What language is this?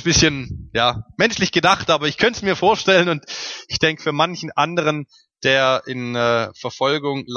German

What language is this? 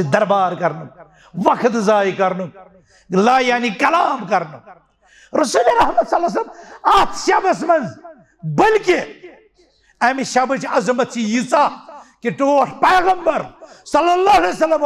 Kashmiri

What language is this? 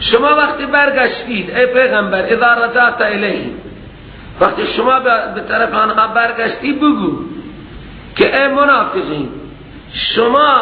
Persian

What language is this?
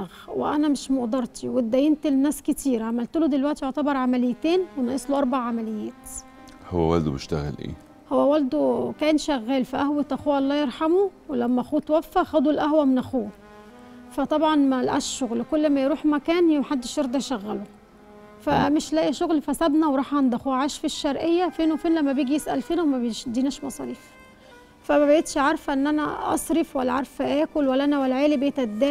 Egyptian Arabic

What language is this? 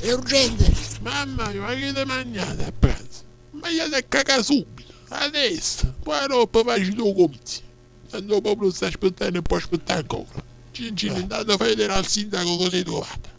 Neapolitan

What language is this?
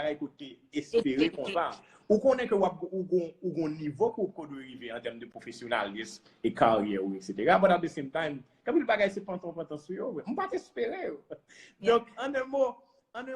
Haitian Creole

